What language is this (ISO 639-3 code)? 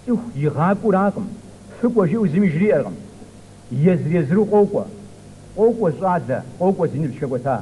kbd